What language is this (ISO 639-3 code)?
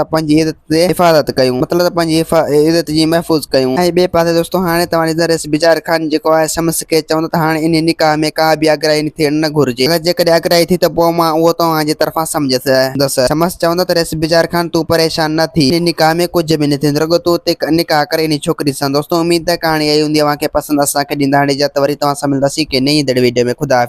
snd